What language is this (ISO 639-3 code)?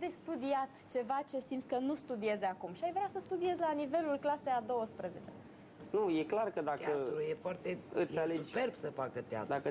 ron